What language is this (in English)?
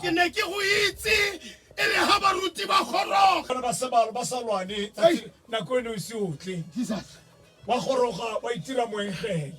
Tswana